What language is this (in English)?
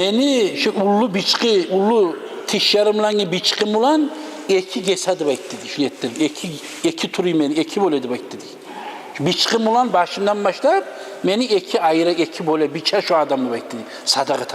Kumyk